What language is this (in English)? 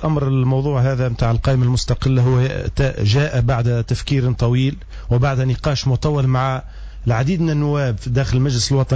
Tunisian Arabic